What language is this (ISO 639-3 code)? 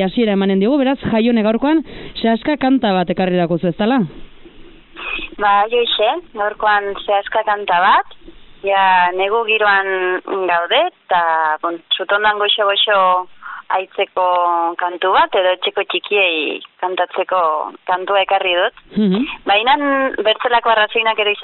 eus